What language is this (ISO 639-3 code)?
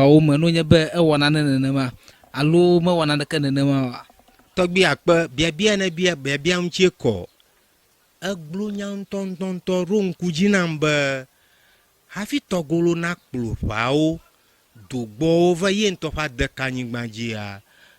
ewe